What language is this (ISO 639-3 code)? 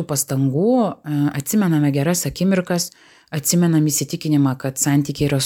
lit